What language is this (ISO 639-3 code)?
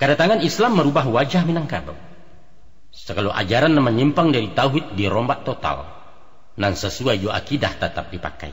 min